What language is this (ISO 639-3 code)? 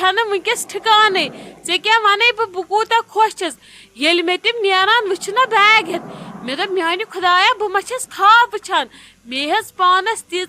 kas